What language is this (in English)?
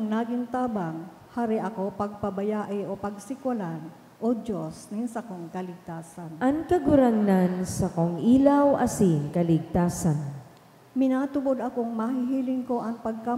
Bikol